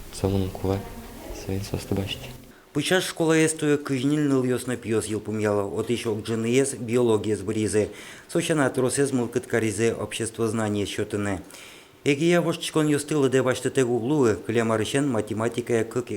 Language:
Udmurt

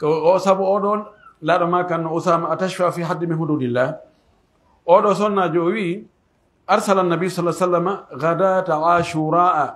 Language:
Pular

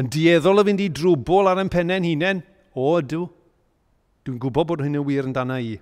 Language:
Welsh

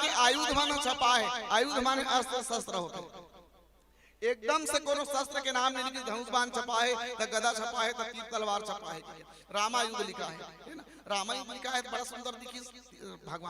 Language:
Chhattisgarhi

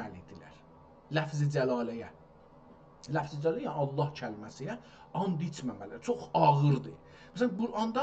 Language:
South Azerbaijani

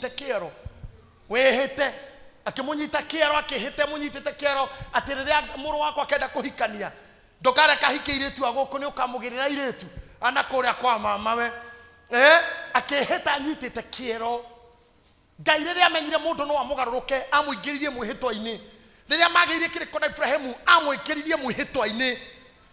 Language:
Kikuyu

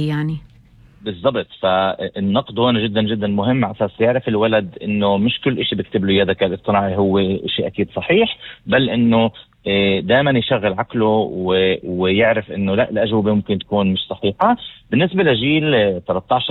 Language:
North Levantine Arabic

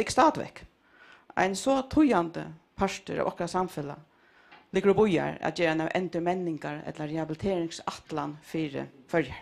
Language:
Faroese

